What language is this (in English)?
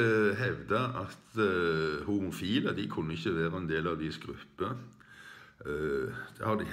Norwegian